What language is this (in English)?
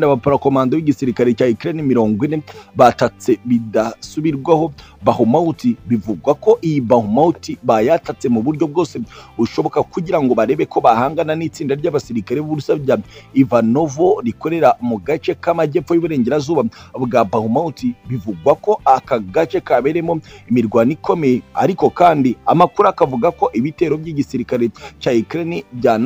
Kinyarwanda